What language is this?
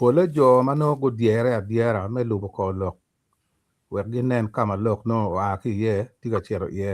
Acoli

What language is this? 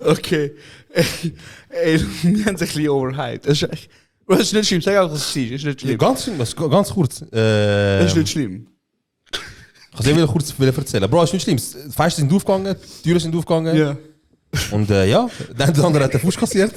Swiss German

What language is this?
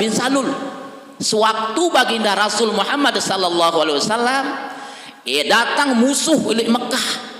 Sasak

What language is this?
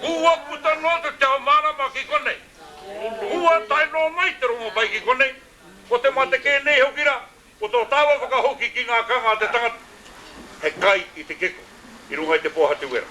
Māori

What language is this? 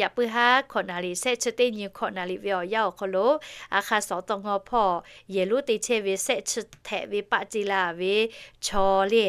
Lahu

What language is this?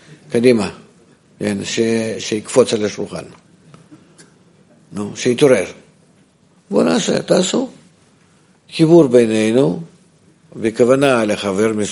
Hebrew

